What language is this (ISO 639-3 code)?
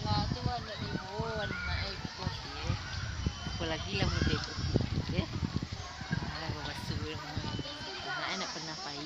min